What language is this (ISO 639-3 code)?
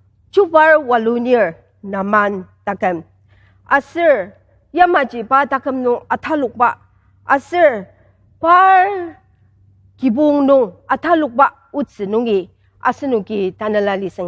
njo